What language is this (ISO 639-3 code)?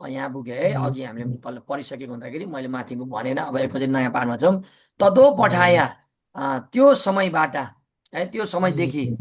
nep